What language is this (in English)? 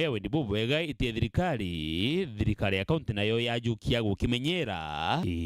Meru